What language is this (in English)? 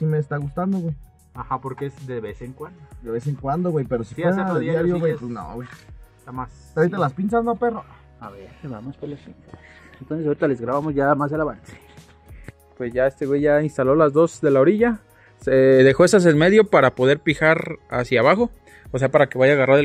Spanish